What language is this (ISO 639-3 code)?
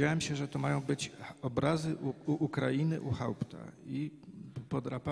pol